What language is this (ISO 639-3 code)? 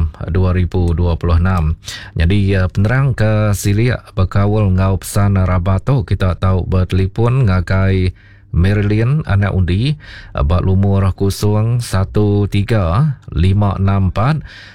iba